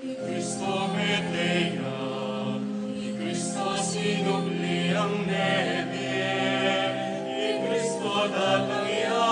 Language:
Pampanga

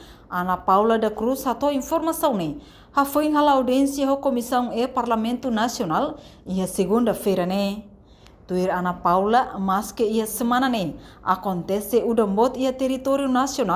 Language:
Tetum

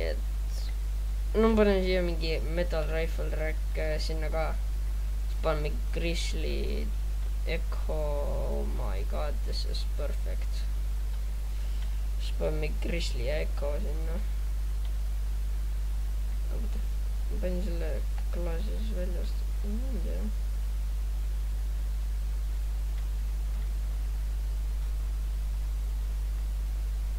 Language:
Estonian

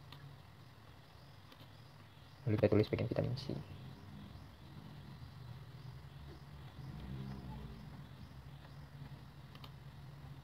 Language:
Indonesian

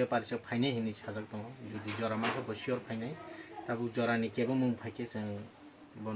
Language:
Kok Borok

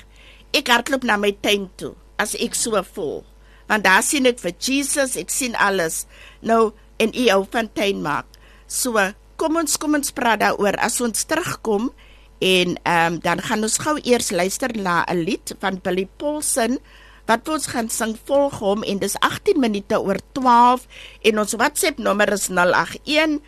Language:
Afrikaans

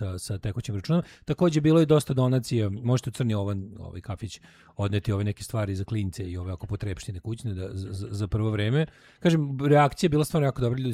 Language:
Serbian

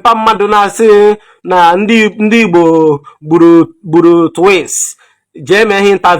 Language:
Igbo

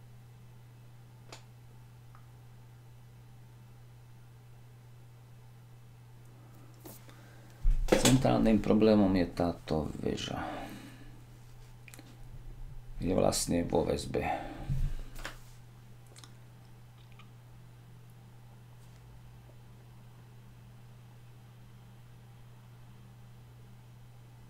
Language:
Slovak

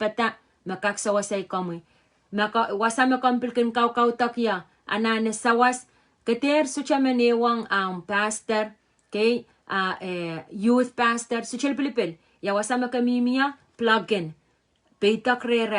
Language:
Pohnpeian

